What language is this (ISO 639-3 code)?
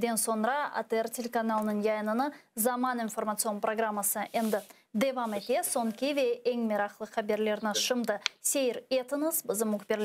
crh